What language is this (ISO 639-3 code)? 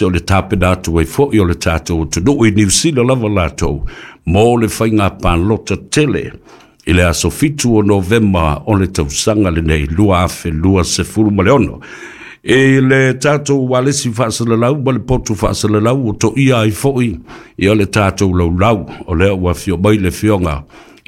smo